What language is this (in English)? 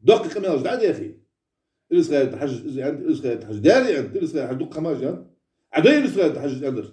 Ingush